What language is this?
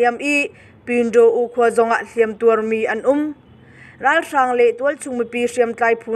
Hakha Chin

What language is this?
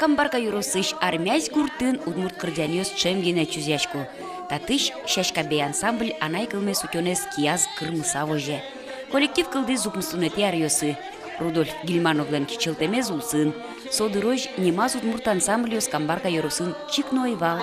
Udmurt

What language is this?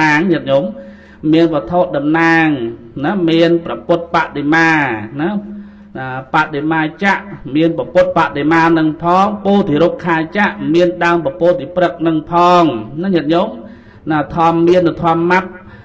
Khmer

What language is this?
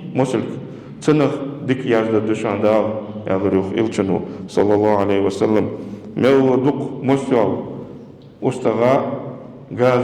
Ingush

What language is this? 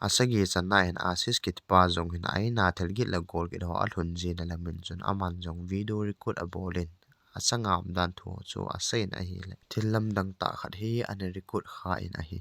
Thado Chin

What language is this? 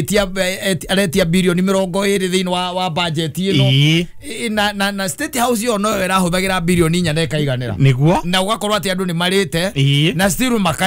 Kikuyu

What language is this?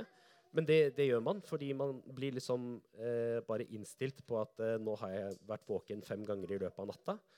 Norwegian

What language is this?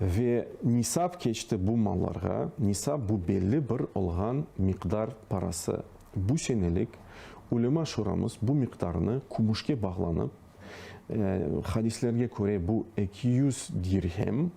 Crimean Tatar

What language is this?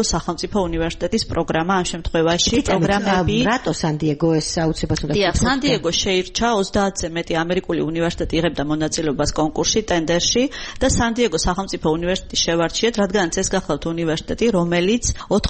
Georgian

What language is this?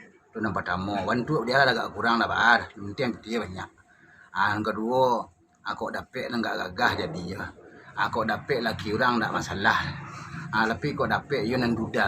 Minangkabau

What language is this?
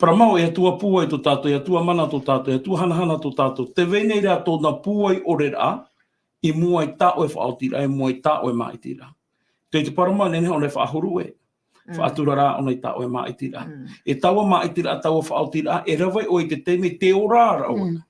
Tahitian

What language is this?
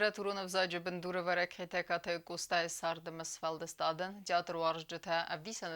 Ossetic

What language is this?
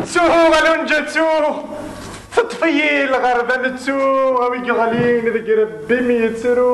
Kabyle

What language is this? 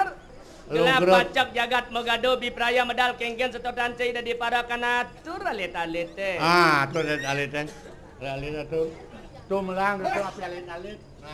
Balinese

